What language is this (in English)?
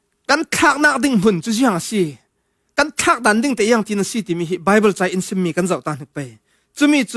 Falam Chin